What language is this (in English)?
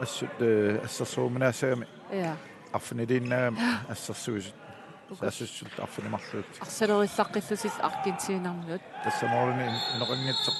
Kalaallisut